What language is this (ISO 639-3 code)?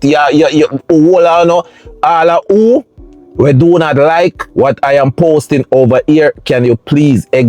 jam